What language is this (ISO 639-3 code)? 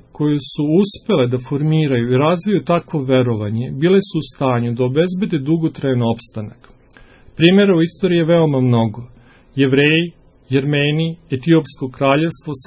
srp